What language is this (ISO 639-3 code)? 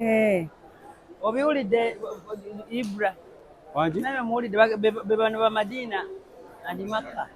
lug